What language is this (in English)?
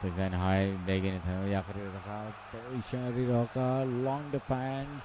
Kok Borok